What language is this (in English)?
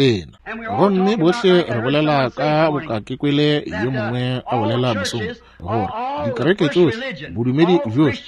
Northern Sotho